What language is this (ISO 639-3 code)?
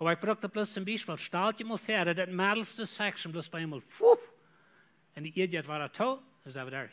pdt